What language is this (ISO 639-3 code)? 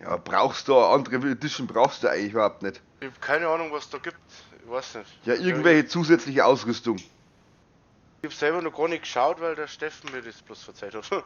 bar